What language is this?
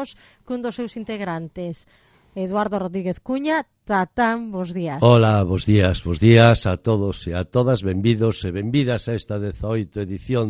Galician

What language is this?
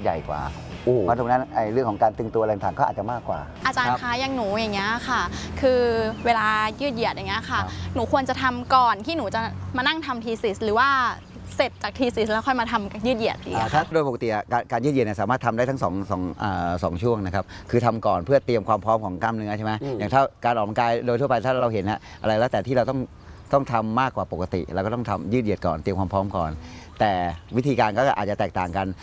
Thai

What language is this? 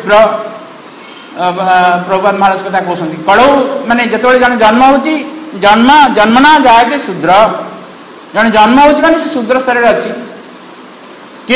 Odia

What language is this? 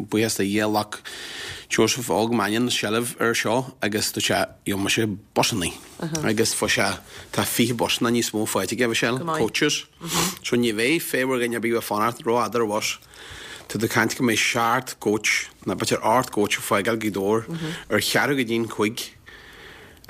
Irish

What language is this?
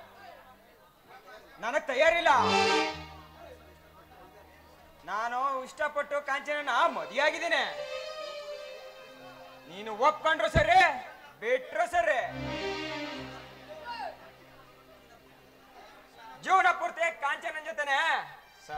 Kannada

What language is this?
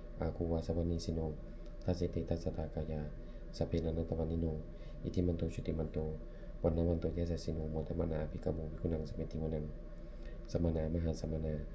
Pali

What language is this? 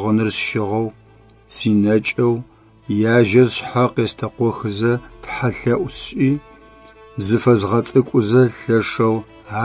Adyghe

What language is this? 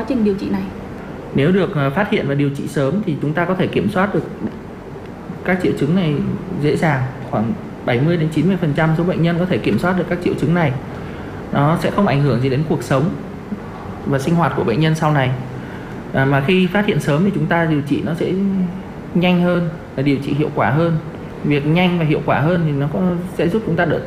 Vietnamese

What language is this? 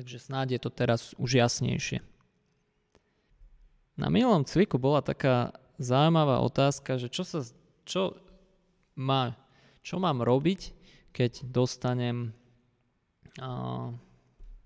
Slovak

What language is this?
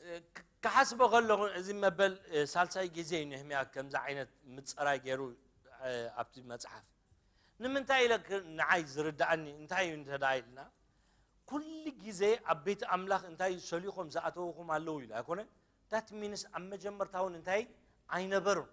Tigrinya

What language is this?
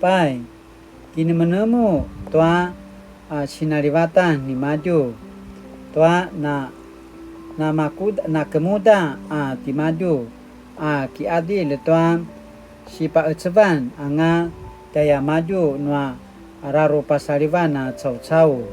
Paiwan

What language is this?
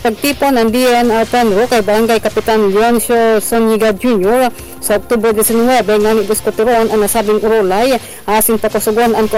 Bikol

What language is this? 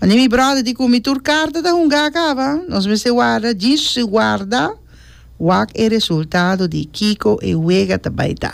Papiamento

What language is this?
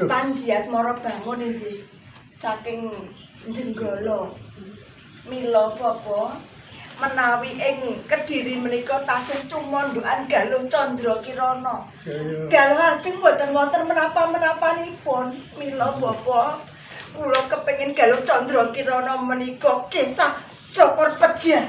Javanese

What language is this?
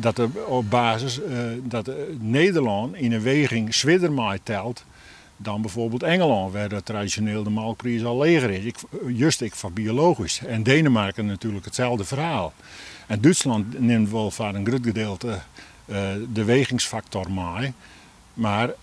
Western Frisian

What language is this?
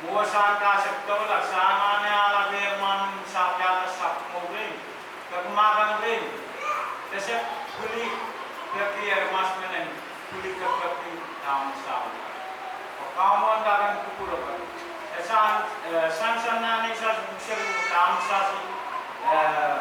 Pohnpeian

